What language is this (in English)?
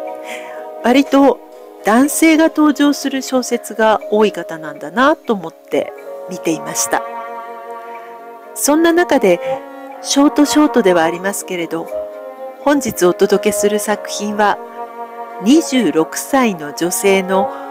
Japanese